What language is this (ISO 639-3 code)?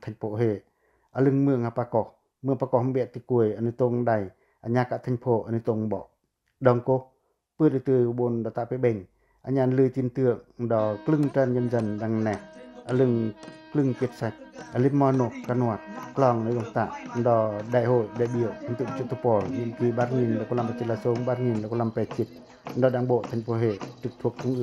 pac